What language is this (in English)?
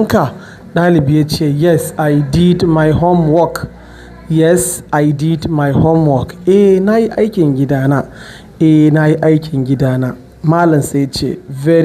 Hausa